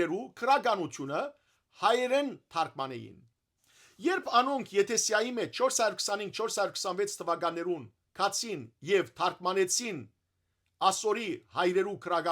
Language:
Western Armenian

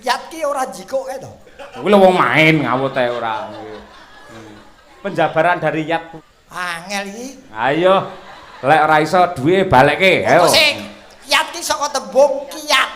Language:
Javanese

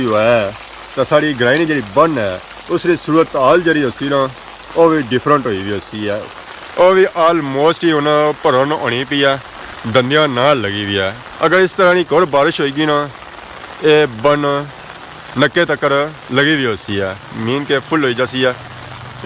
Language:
Pahari-Potwari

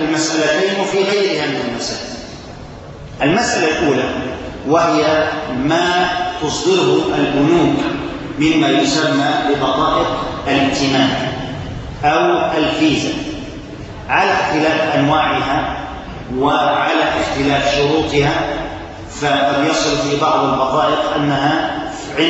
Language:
Arabic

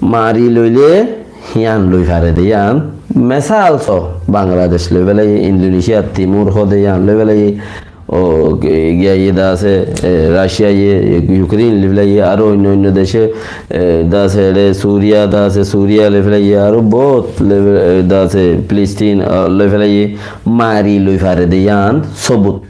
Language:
Rohingya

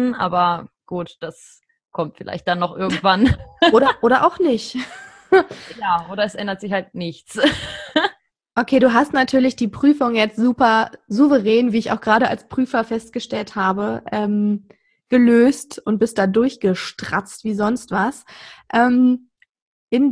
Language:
German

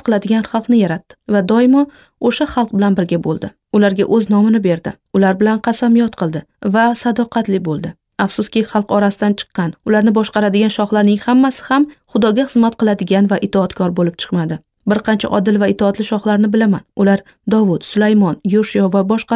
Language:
Uzbek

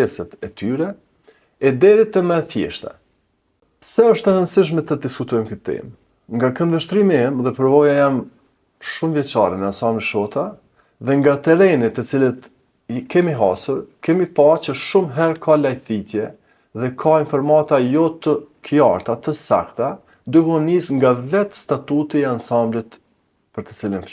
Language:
Albanian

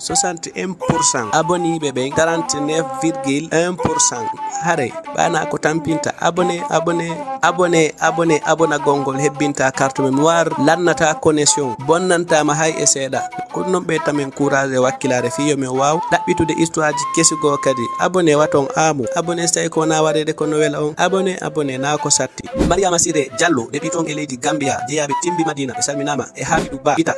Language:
Fula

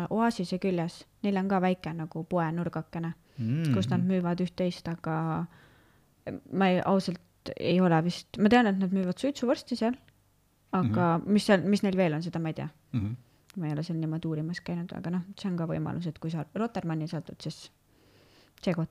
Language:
Estonian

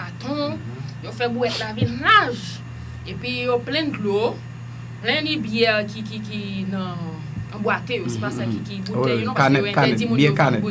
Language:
Haitian Creole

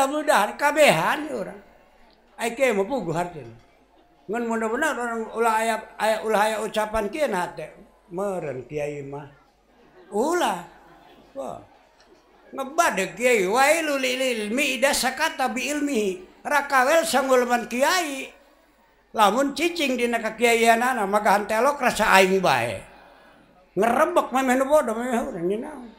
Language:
Sundanese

